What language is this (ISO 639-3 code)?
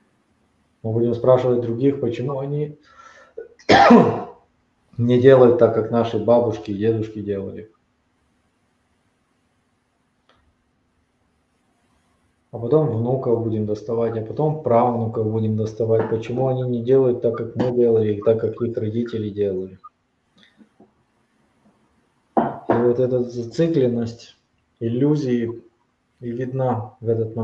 rus